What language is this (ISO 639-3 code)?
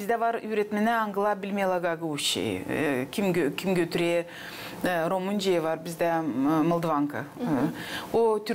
gag